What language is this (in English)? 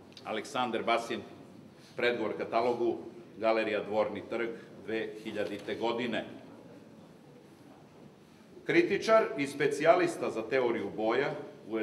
Serbian